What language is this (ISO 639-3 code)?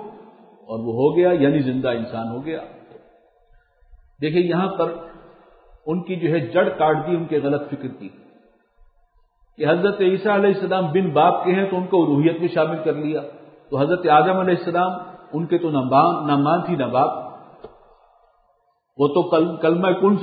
urd